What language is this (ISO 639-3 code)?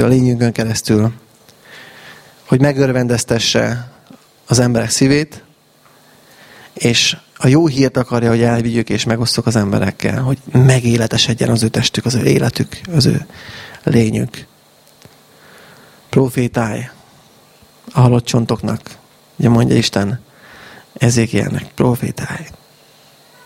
hun